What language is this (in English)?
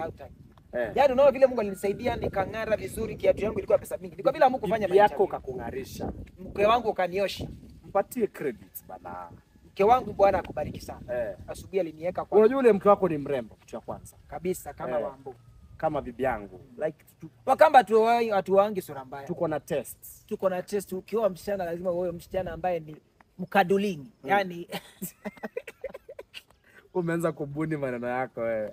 Swahili